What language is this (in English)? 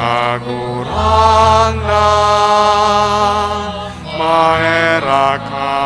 Bikol